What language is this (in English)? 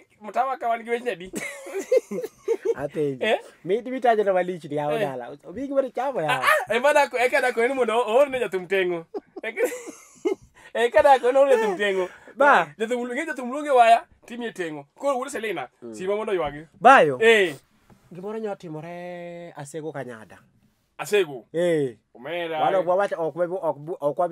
Luo (Kenya and Tanzania)